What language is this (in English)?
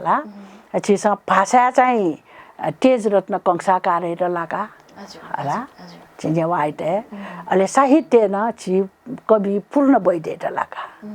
Newari